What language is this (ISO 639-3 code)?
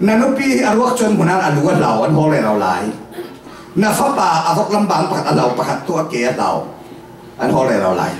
cfm